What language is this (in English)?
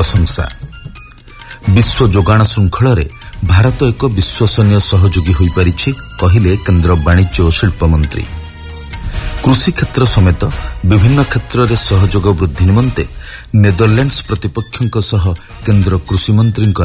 Odia